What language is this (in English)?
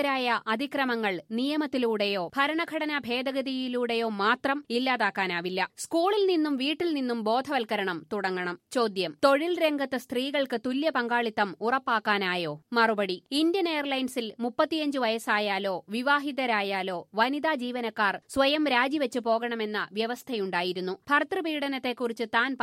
Malayalam